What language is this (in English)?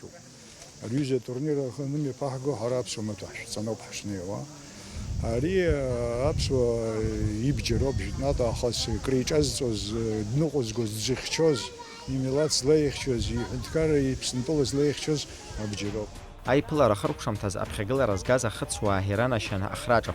Abkhazian